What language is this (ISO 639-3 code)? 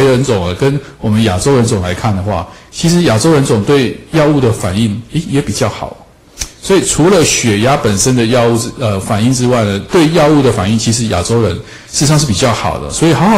zho